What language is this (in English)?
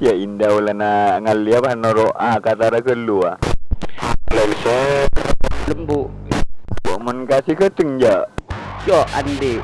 Madurese